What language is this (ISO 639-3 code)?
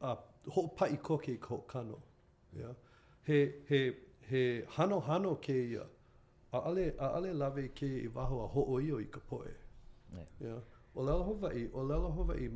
haw